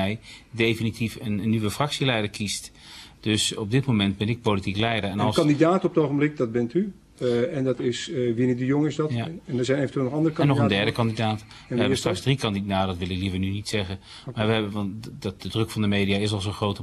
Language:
Dutch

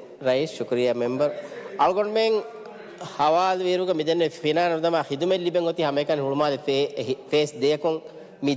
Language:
Divehi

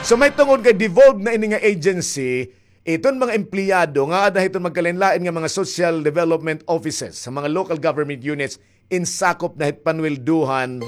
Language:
Waray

